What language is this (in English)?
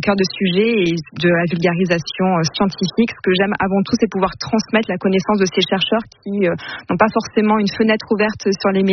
French